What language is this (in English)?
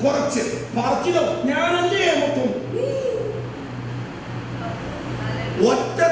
Malayalam